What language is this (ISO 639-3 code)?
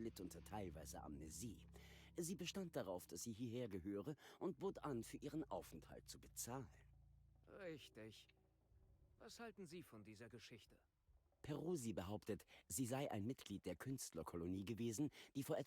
bar